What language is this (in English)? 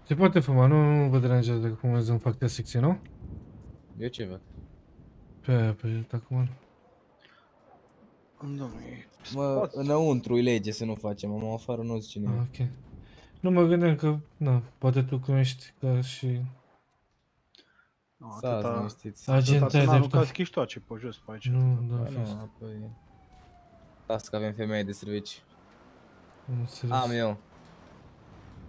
Romanian